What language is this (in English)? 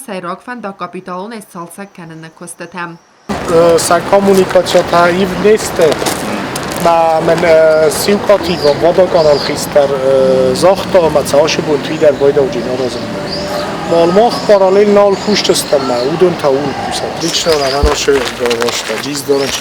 Ossetic